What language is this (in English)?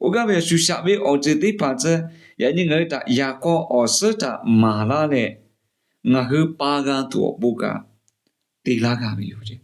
Lahu